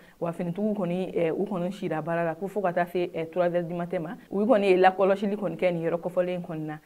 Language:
Bambara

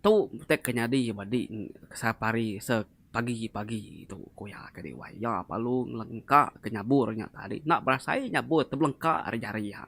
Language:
Iban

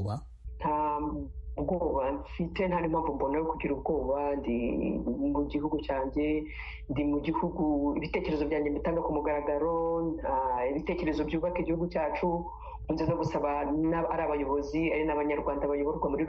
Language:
Kinyarwanda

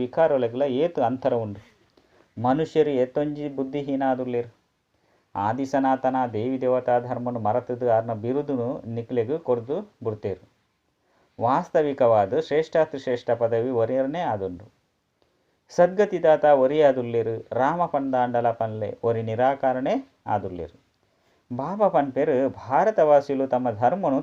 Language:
Tulu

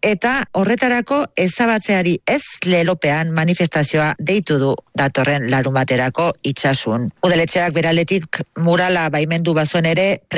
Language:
Basque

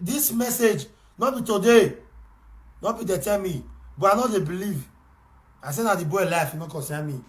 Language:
Nigerian Pidgin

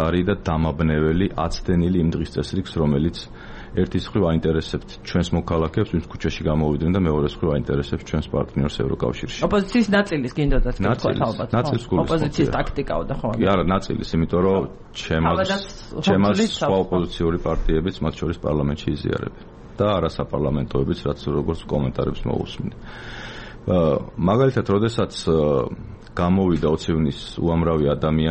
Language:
Georgian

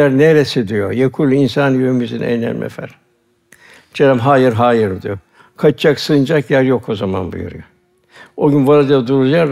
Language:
Turkish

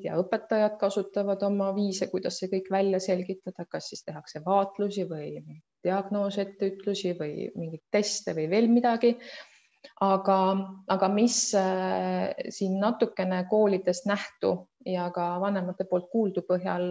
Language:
Estonian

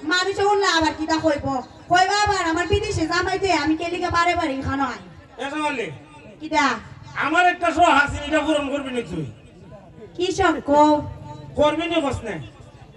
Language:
Sylheti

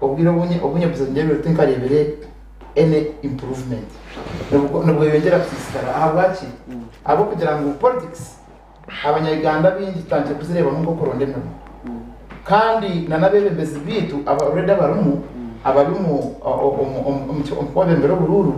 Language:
Nyankole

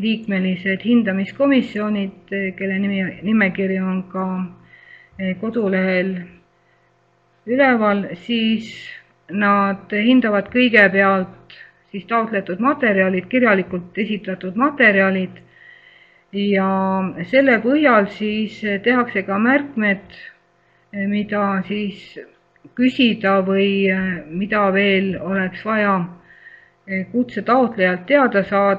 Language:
Estonian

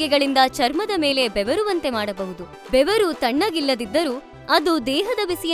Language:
Kannada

